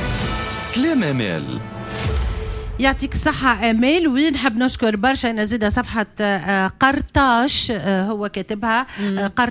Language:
Tunisian Arabic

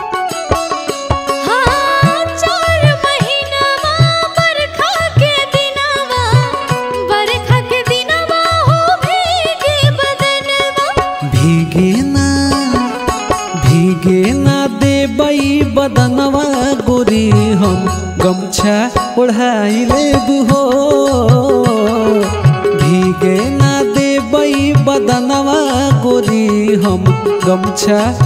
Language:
Bhojpuri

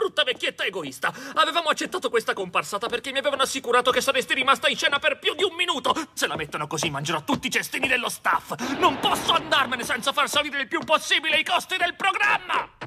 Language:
Italian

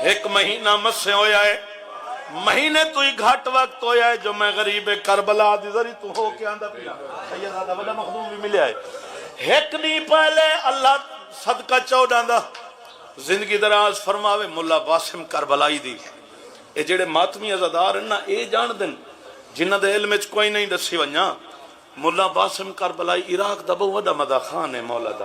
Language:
Saraiki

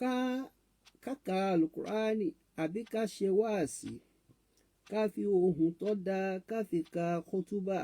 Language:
Yoruba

